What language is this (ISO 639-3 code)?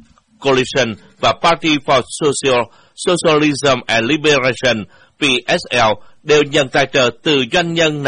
vie